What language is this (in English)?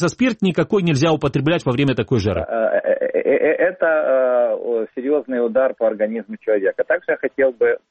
Russian